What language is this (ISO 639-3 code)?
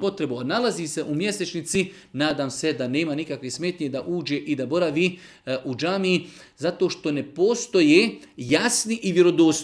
bos